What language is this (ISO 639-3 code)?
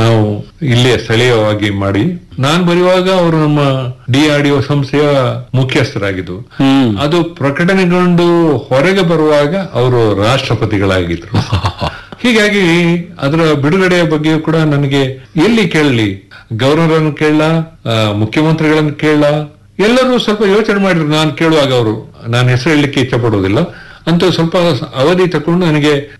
kan